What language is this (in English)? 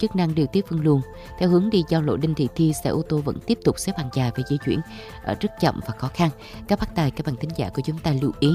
Vietnamese